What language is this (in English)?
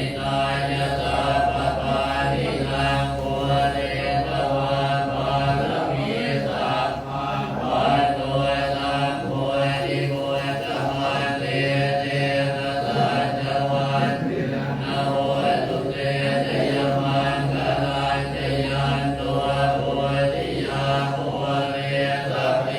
Pali